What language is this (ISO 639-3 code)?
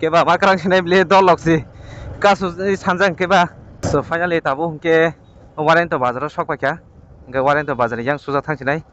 trp